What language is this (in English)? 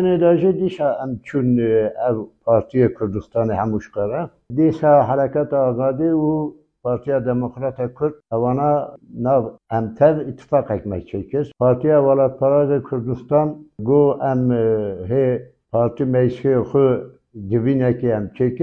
Kurdish